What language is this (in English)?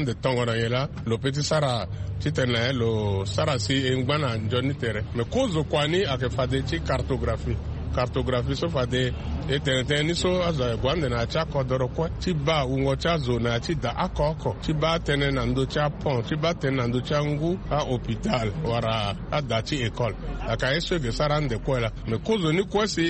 Sango